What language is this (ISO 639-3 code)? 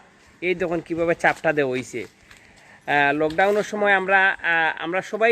syl